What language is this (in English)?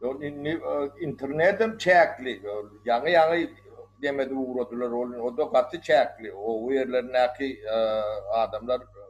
Turkmen